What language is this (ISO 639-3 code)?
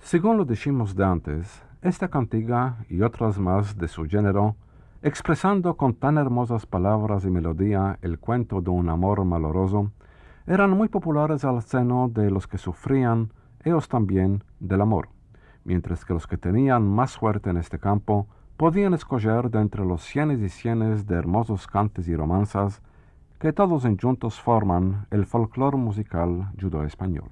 lad